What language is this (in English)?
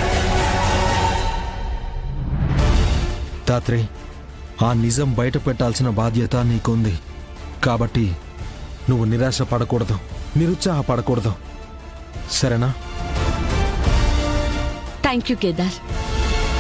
Telugu